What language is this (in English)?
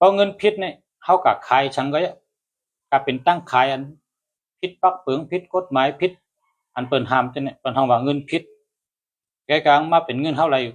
Shan